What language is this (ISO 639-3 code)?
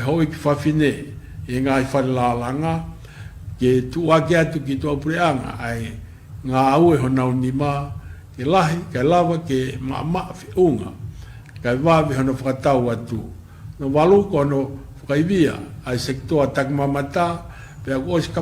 ton